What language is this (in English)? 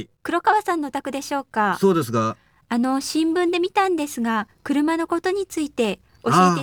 Japanese